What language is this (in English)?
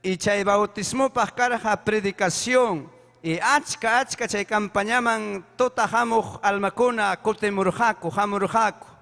Ayacucho Quechua